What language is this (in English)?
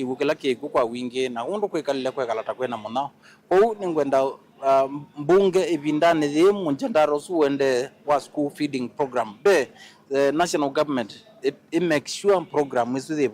Kamba